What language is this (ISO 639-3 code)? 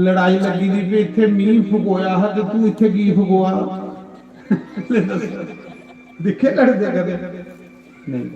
doi